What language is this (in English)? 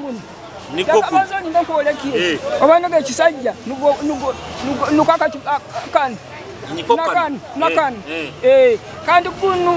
Nyoro